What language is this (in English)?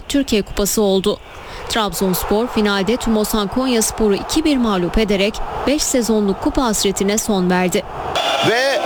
Turkish